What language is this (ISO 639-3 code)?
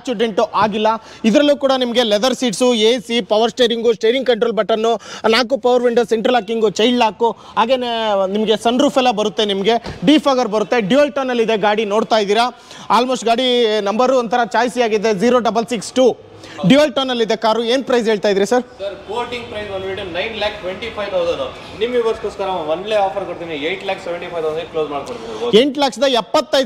kan